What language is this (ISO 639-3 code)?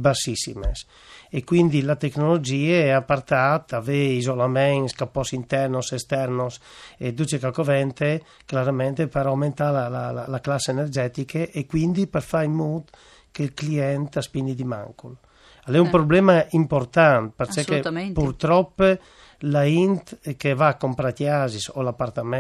fur